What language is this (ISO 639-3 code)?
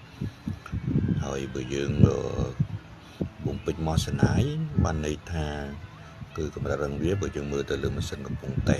khm